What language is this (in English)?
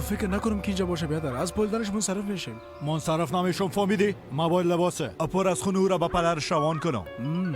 Persian